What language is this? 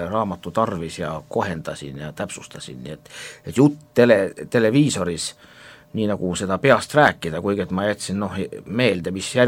Estonian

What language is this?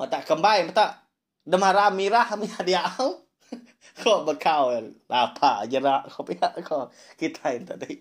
Iban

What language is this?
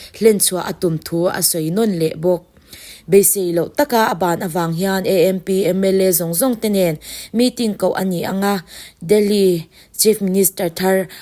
Mizo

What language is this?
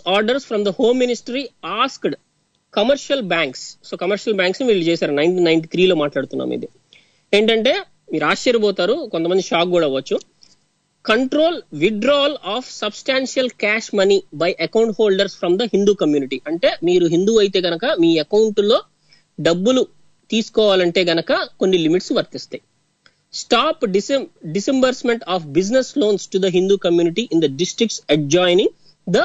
Telugu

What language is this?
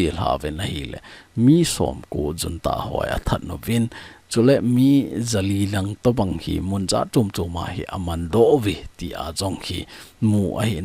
Thado Chin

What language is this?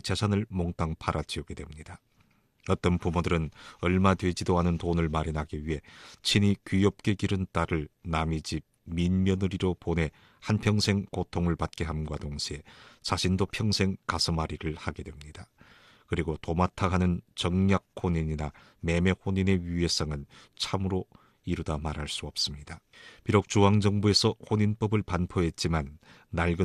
Korean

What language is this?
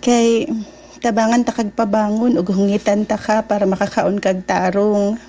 Cebuano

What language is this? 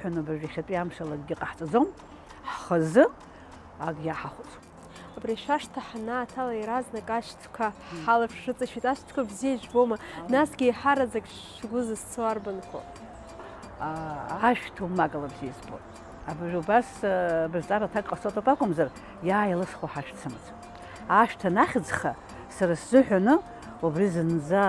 Abkhazian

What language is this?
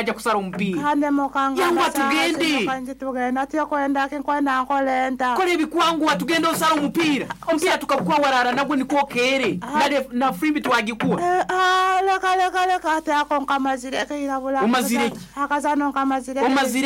Nyoro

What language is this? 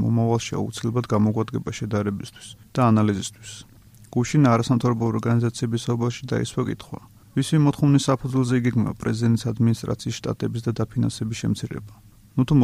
Georgian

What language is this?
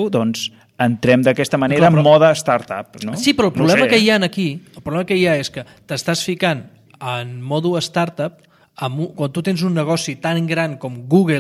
Catalan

